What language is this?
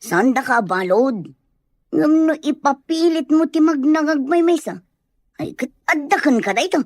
Iloko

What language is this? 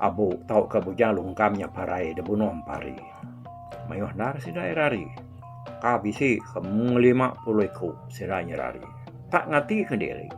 Iban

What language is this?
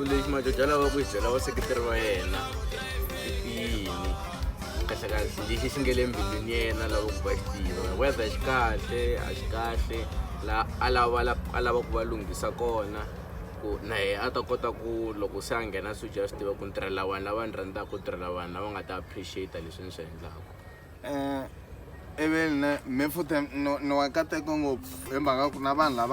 Tsonga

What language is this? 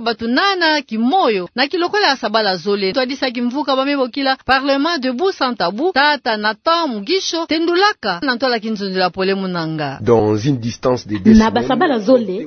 Kituba (Democratic Republic of Congo)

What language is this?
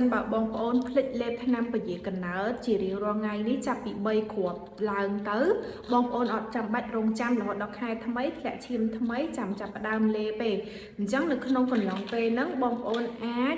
Khmer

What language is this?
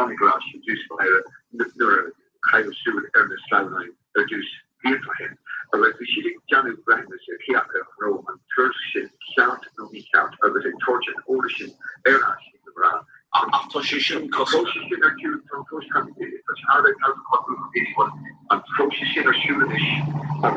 Irish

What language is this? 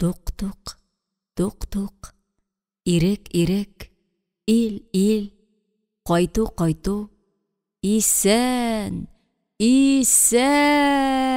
Tatar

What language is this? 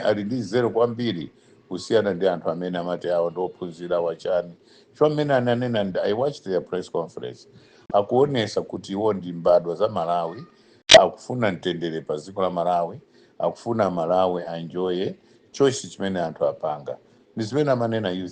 Nyanja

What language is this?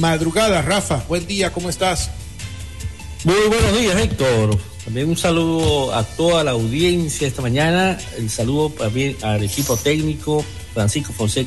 Spanish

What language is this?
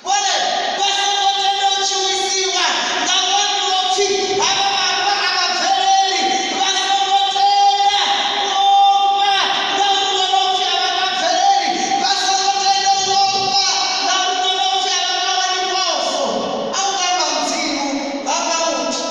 Venda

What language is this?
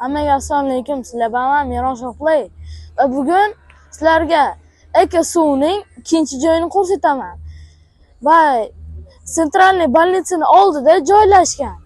Uzbek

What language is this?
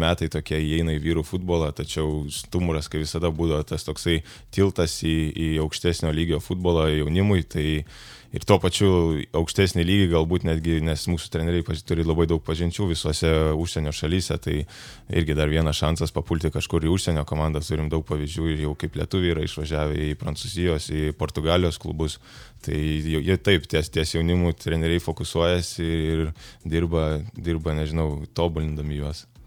Lithuanian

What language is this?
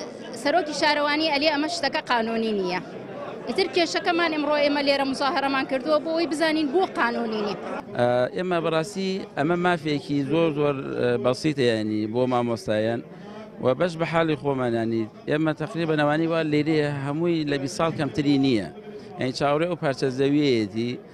Central Kurdish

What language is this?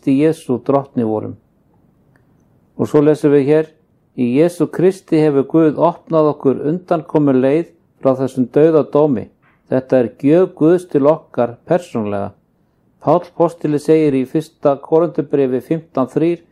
Icelandic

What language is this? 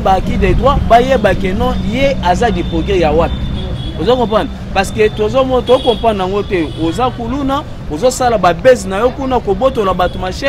Lingala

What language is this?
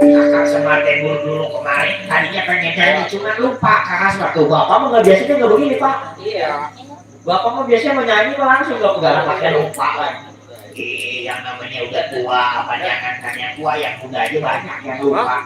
Betawi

